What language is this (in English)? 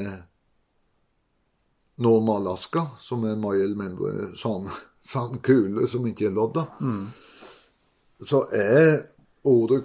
Norwegian